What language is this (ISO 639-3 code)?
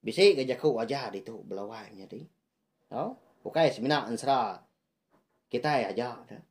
iba